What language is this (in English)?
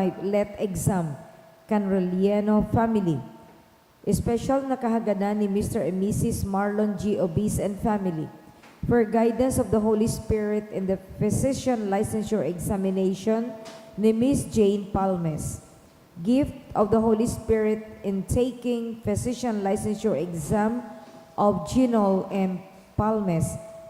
Bikol